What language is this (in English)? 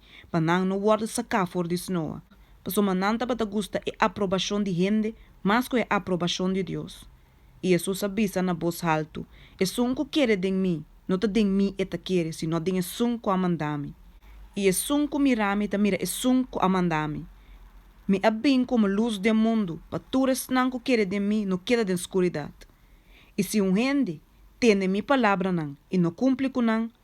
Papiamento